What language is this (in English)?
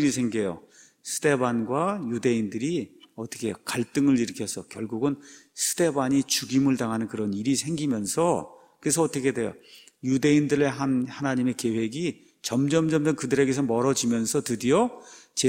Korean